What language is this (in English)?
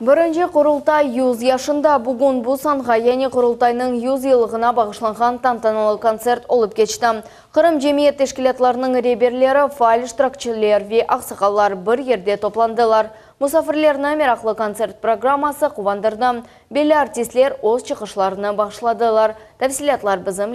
Crimean Tatar